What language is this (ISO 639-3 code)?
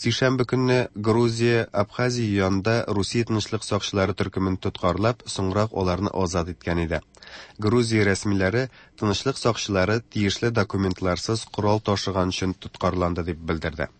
tat